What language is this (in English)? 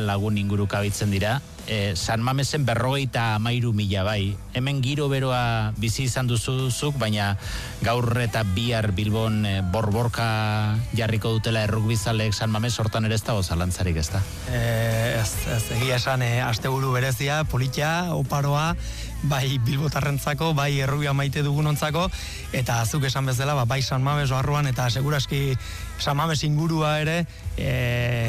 Basque